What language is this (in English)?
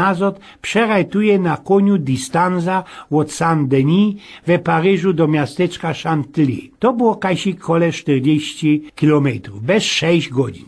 Silesian